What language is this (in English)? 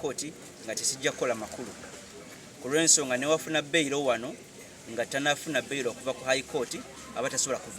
Ganda